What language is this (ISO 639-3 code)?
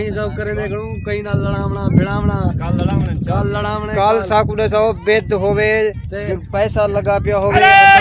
skr